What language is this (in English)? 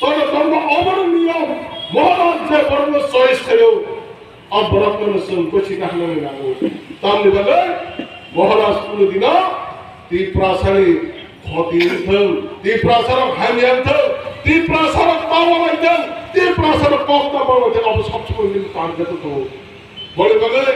Kok Borok